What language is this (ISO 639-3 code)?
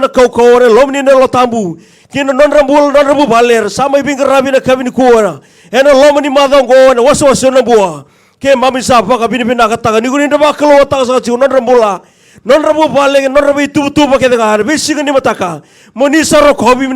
fij